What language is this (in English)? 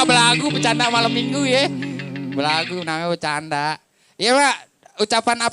Betawi